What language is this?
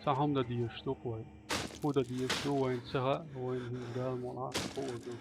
Chechen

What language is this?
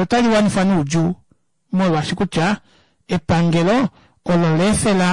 Kuanyama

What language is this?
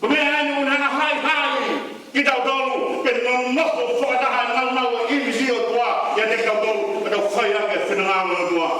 Tongan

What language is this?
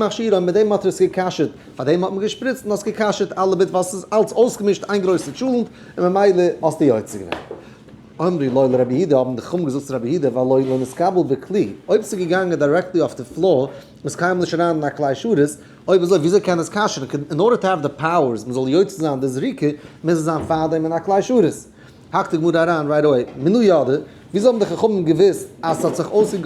Yiddish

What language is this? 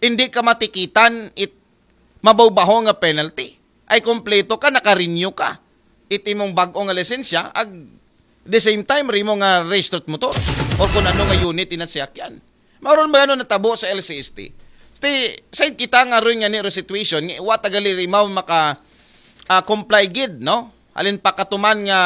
Aklanon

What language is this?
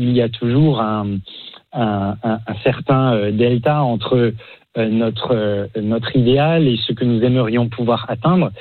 French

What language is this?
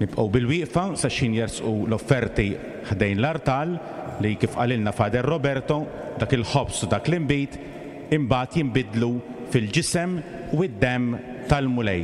Maltese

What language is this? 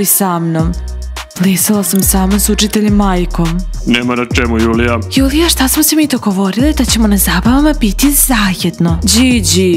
Serbian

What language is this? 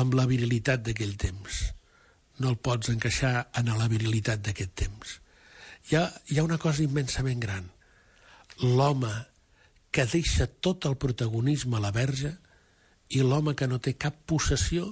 Catalan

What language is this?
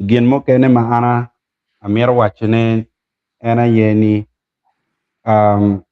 Acoli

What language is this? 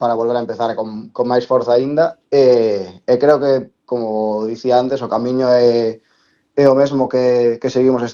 Galician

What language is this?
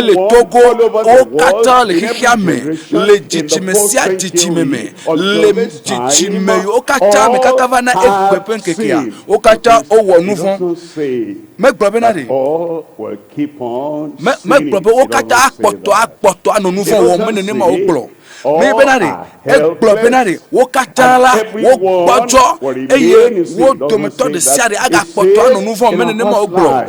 Ewe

